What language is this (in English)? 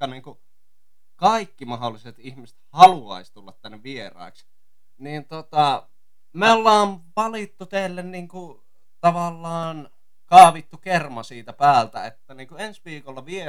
Finnish